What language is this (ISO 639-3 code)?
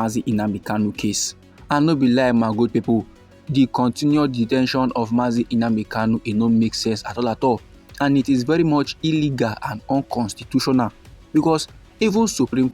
pcm